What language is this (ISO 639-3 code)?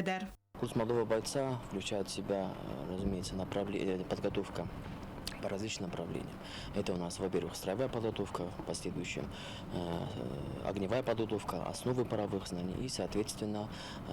oss